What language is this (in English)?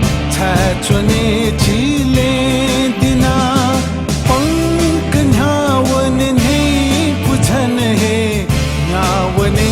Newari